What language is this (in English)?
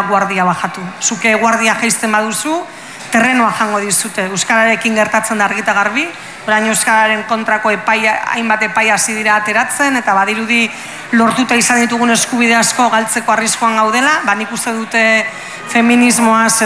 Basque